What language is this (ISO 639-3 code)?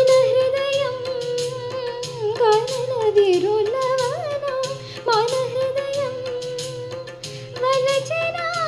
tel